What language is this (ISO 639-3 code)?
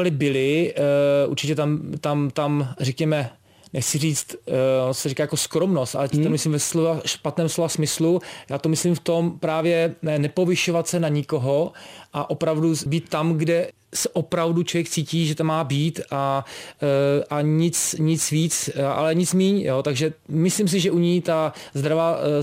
ces